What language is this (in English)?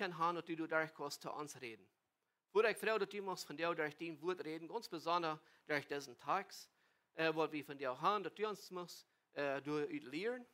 Plautdietsch